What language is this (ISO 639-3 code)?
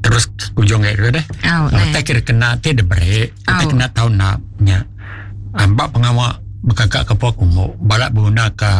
iba